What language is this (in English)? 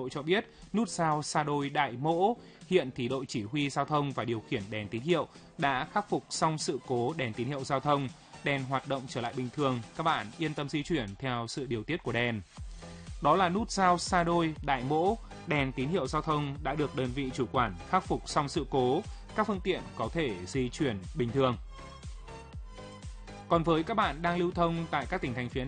Vietnamese